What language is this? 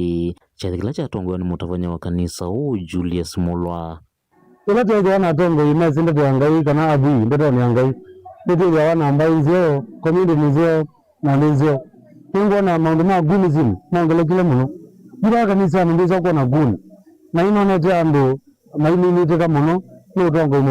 Kamba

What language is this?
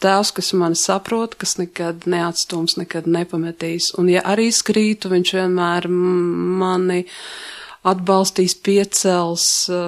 Latvian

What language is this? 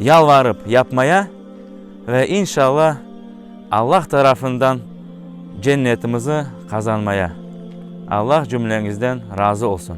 Crimean Tatar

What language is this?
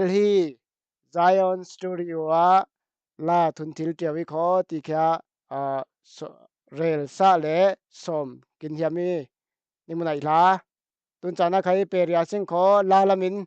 Falam Chin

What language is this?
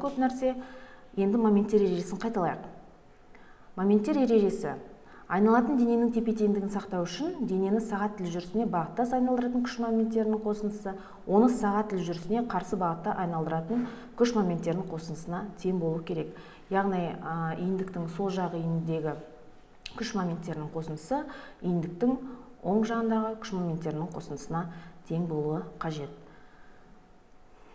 Kazakh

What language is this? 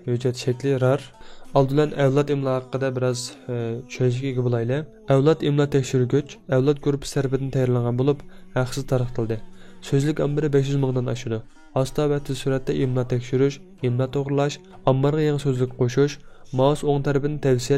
Uyghur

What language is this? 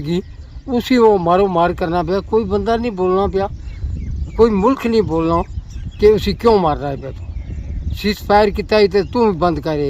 Pahari-Potwari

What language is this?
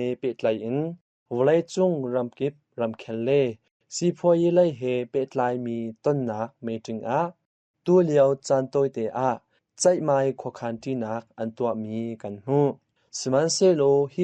Hakha Chin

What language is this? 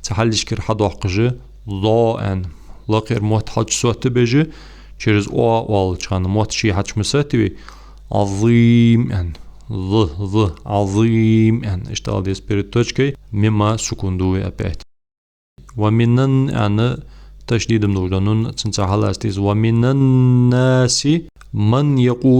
Ingush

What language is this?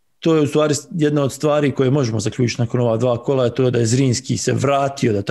Bosnian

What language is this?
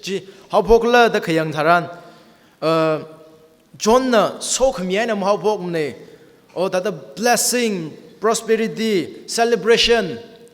Tangkhul Naga (India)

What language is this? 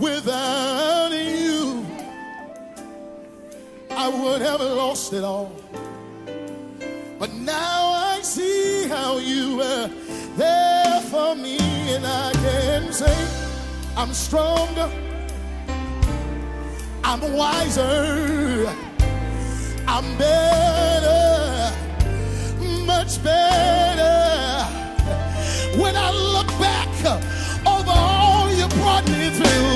English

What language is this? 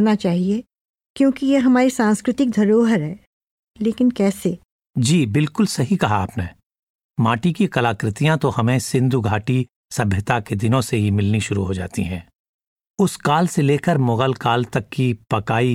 Hindi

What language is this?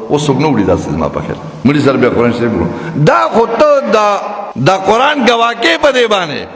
Pashto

